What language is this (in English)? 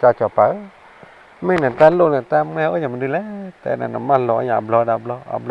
S'gaw Karen